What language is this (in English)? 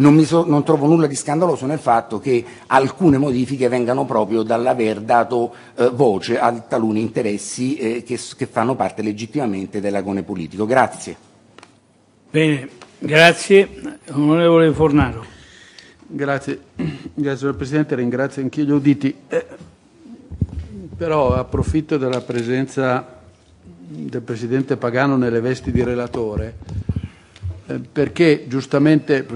Italian